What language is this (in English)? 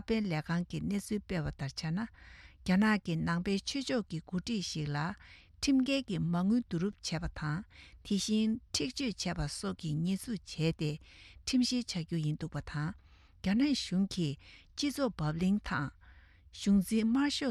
Tibetan